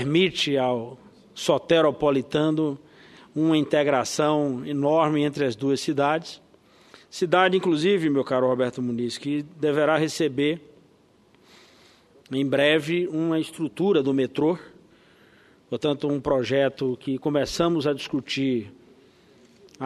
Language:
Portuguese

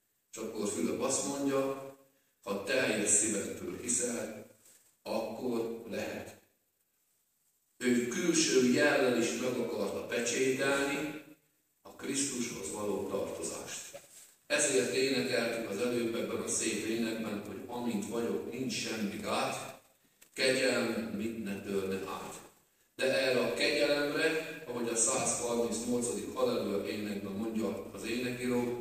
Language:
Hungarian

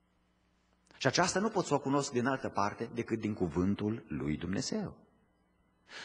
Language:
Romanian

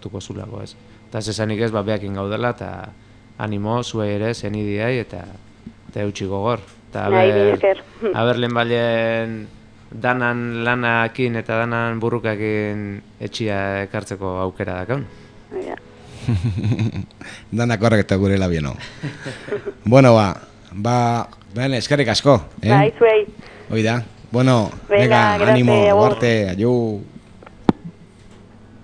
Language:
Basque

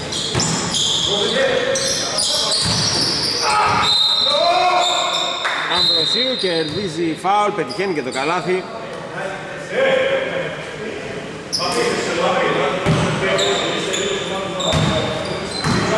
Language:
Greek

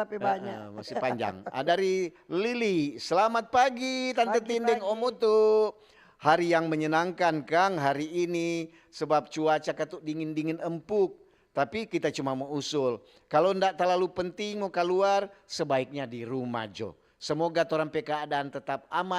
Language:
Manado Malay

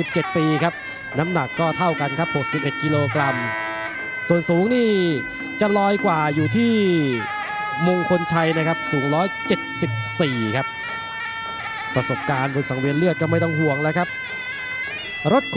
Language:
Thai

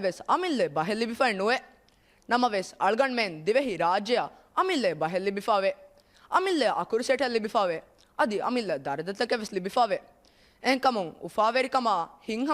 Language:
Divehi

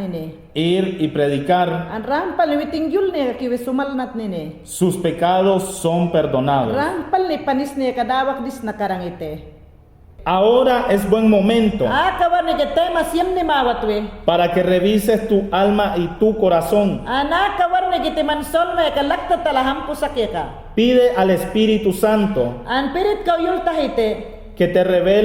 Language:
Mayangna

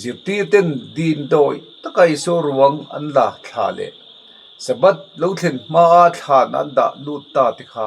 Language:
Mizo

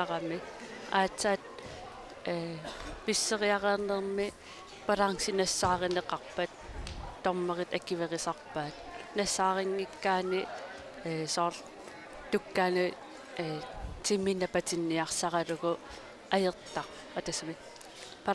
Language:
Kalaallisut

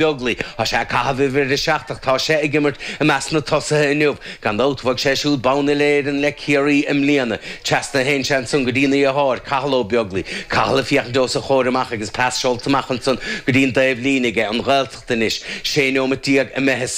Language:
Irish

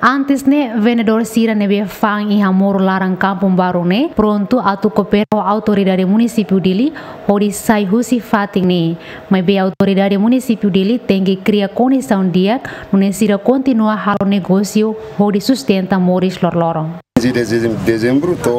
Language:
Tetum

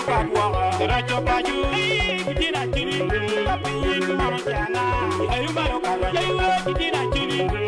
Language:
Acoli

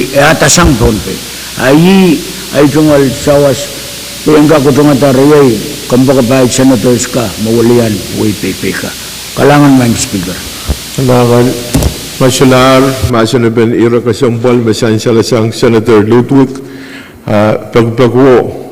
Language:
Pohnpeian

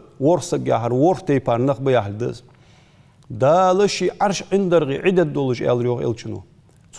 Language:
Ingush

